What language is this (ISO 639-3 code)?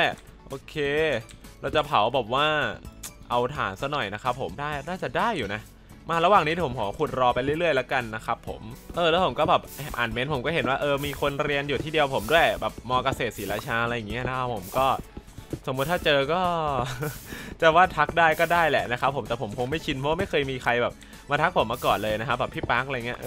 tha